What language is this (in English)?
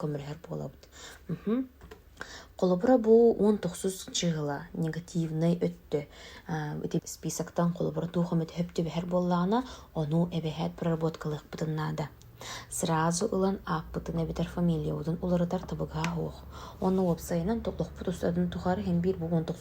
Yakut